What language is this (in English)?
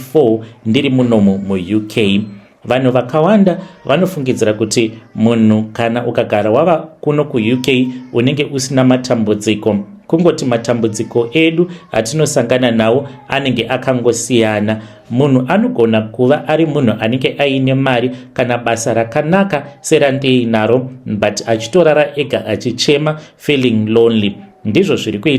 Shona